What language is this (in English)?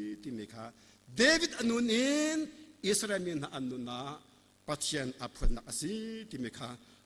Hakha Chin